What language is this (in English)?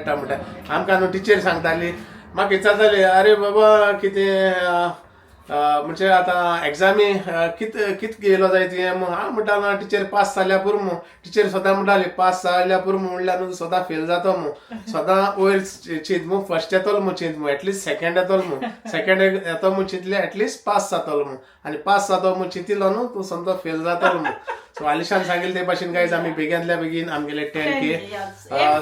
Konkani